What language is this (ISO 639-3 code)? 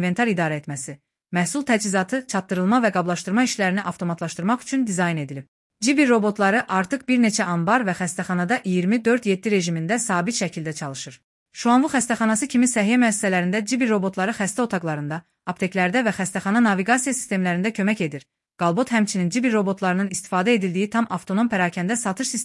aze